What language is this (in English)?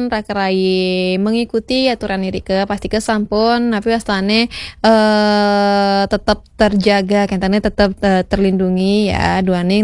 Balinese